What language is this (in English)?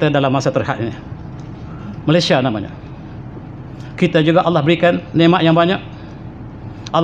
Malay